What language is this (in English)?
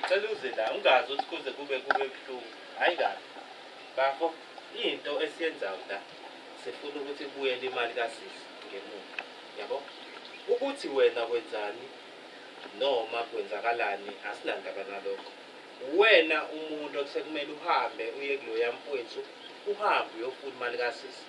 Zulu